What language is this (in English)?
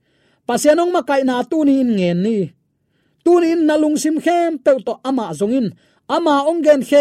Tedim Chin